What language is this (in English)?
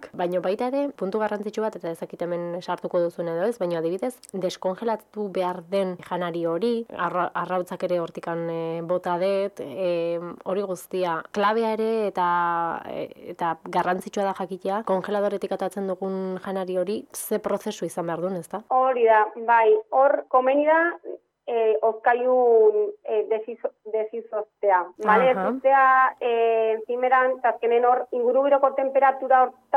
Basque